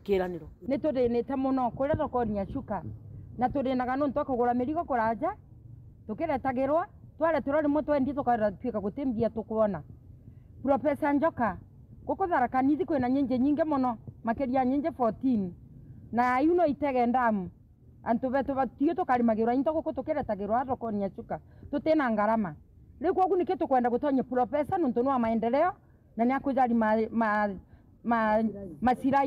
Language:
Meru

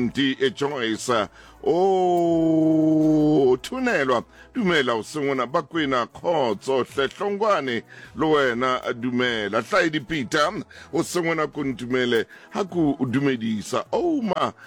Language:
Southern Sotho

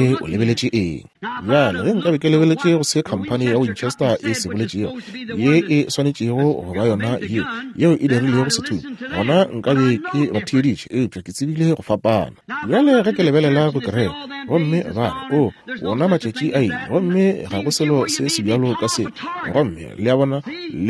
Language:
Northern Sotho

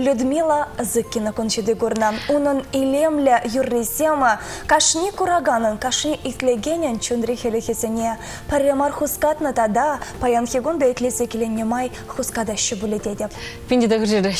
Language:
Chuvash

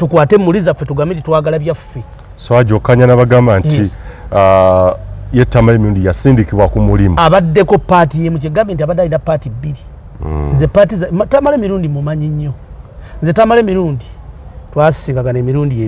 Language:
Ganda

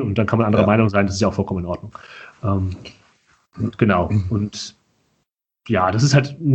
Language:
German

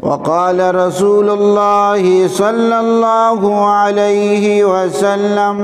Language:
Eastern Balochi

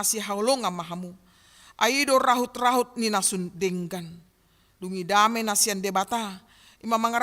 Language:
Batak Toba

